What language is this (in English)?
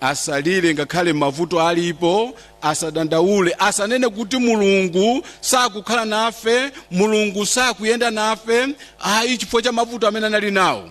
Nyanja